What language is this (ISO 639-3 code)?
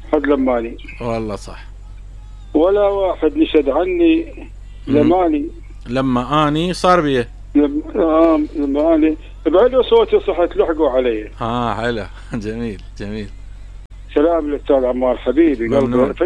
acm